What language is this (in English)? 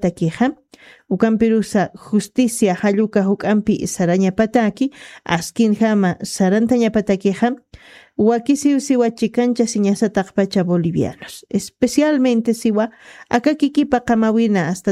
Aymara